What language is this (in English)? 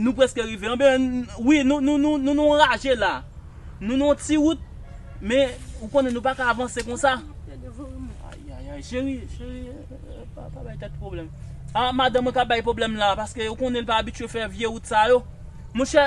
Haitian Creole